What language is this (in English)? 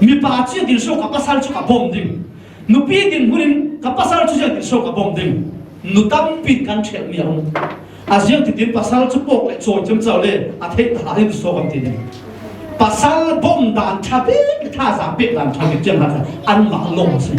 Falam Chin